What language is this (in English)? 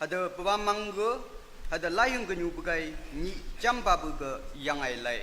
Naga Pidgin